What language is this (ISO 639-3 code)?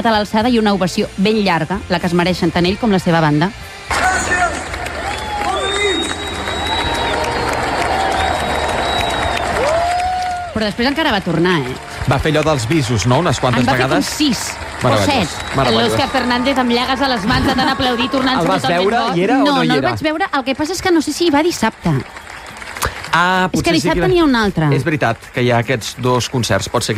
cat